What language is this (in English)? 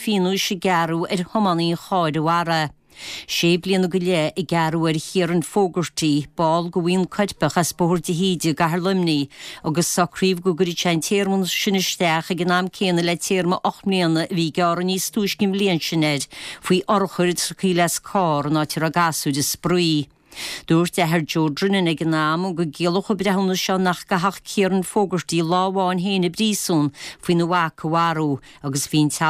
Irish